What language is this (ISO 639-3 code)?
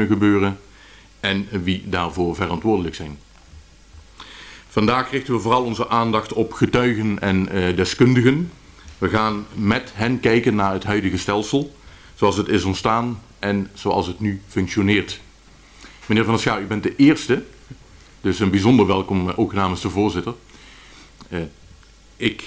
nld